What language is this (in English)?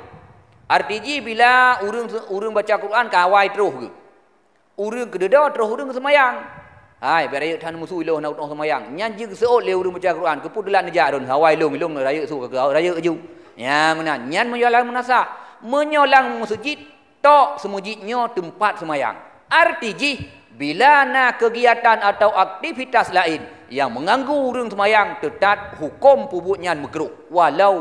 Achinese